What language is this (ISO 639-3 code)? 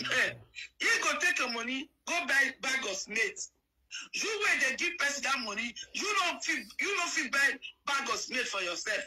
pcm